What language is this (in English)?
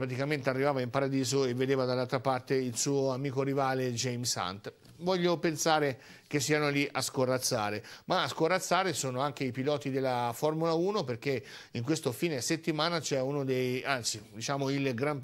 Italian